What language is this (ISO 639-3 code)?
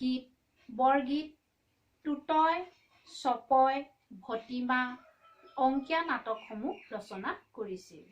asm